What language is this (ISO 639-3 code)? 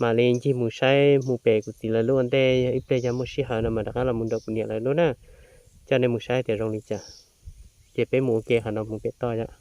hmn